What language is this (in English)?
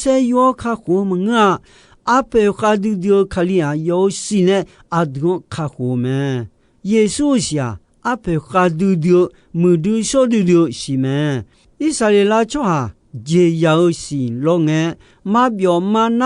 Akha